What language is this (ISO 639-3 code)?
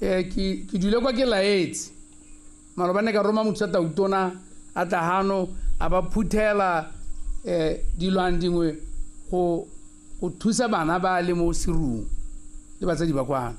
tsn